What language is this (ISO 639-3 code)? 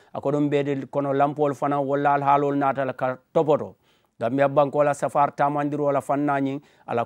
man